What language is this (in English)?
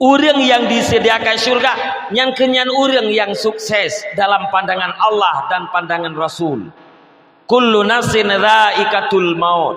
Achinese